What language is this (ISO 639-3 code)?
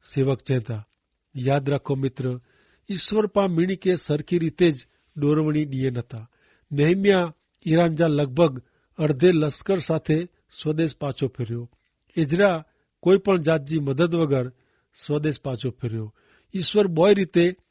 kfr